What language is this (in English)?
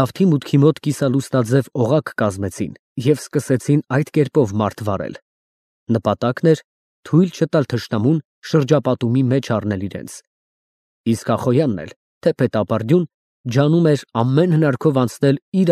Armenian